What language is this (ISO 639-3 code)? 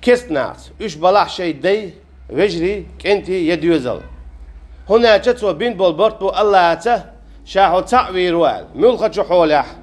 che